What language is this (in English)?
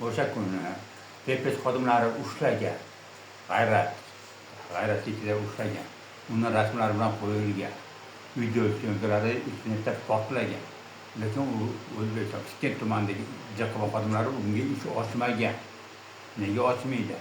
Uzbek